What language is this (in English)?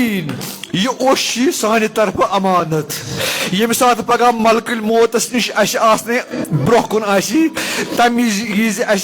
Kashmiri